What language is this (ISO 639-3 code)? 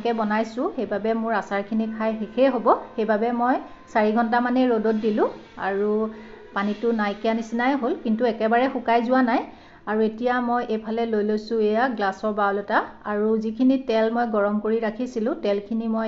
asm